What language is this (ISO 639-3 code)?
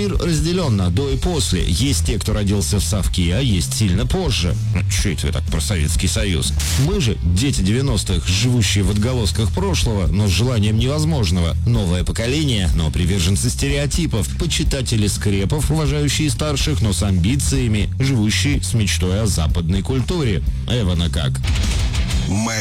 rus